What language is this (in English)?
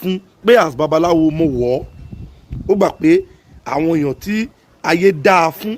Yoruba